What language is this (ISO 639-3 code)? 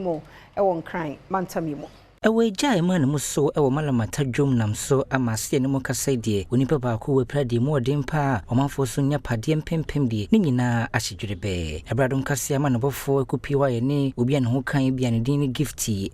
aka